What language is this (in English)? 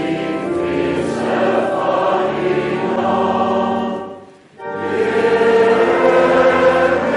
Afrikaans